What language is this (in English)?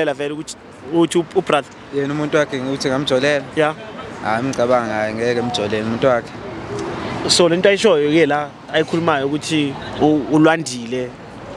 Zulu